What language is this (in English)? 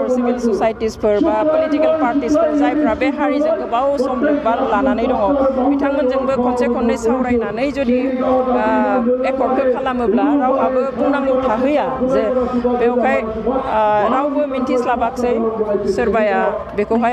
Bodo